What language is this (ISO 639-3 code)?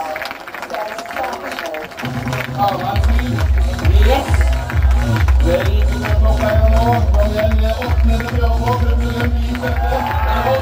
nor